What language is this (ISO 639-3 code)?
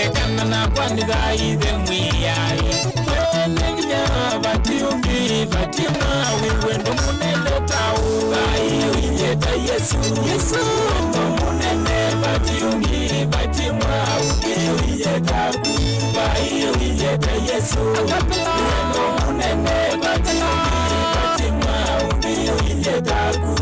kam